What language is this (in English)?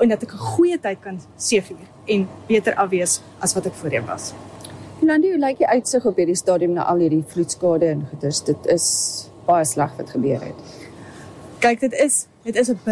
Afrikaans